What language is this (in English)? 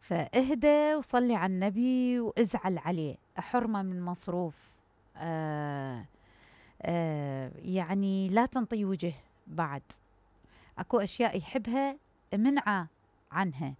Mesopotamian Arabic